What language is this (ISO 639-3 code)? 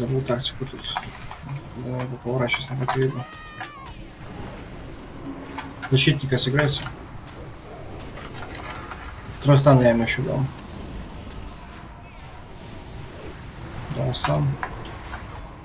rus